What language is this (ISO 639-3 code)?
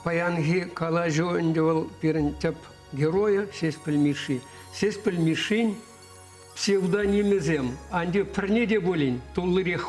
chv